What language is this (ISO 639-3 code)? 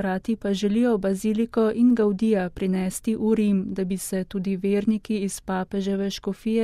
slv